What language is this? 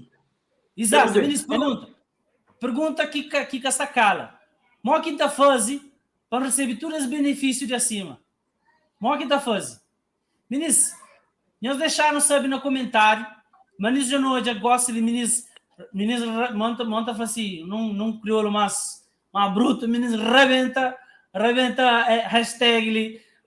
Kabuverdianu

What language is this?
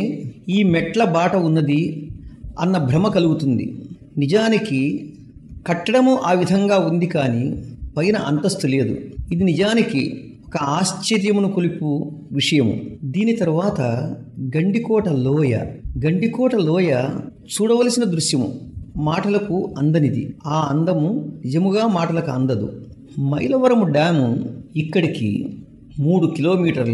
Telugu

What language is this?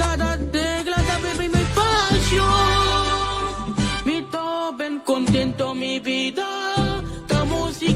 Papiamento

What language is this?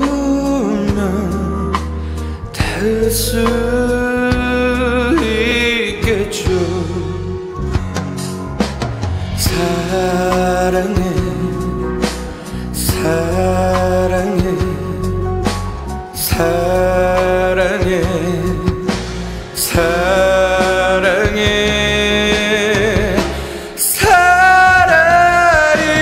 Korean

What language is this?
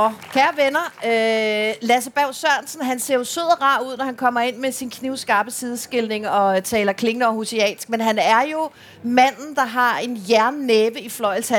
Danish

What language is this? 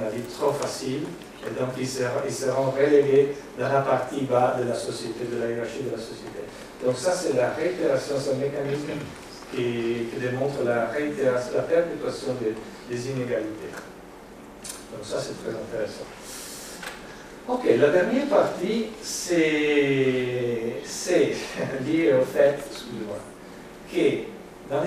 French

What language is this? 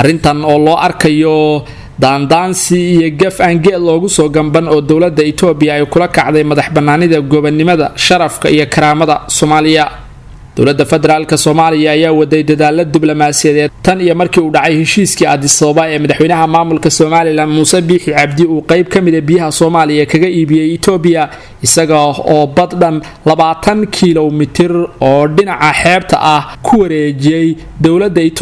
Somali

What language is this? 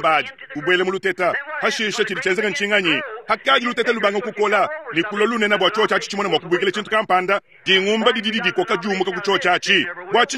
Luba-Lulua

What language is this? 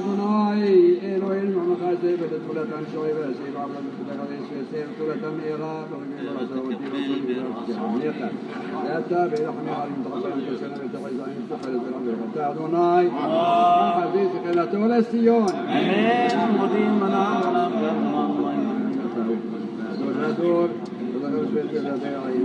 Hebrew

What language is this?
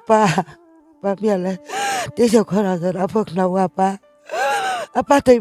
Riang (India)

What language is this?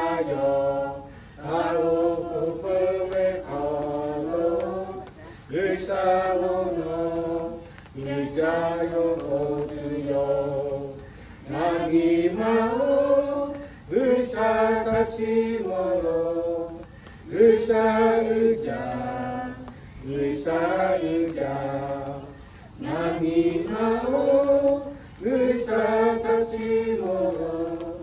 Lahu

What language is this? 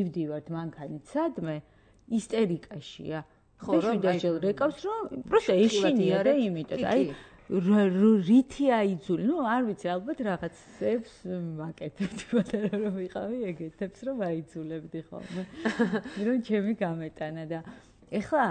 Georgian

